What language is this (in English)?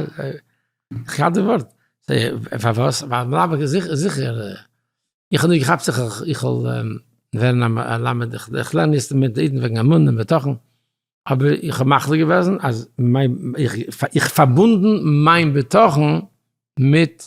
Yiddish